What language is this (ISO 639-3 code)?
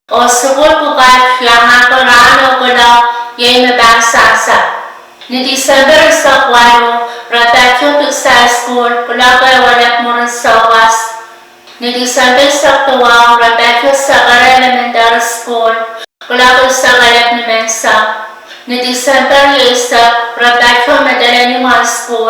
pon